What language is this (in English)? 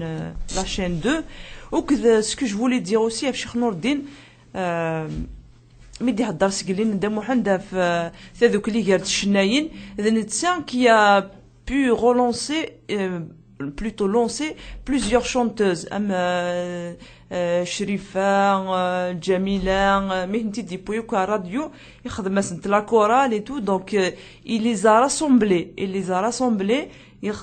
Kabyle